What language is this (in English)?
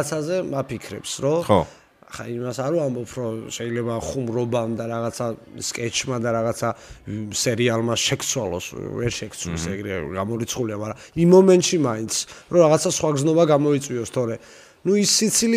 Georgian